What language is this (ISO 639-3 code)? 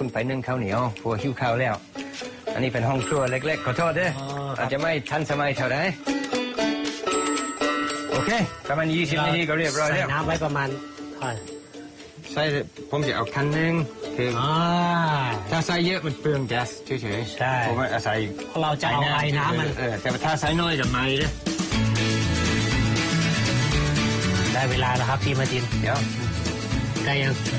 tha